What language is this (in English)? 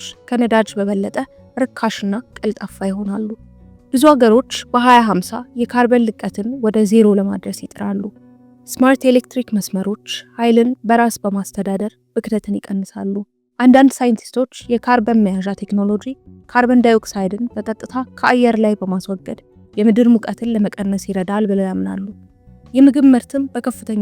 Amharic